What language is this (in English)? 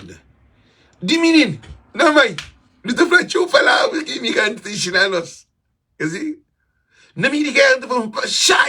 Kabuverdianu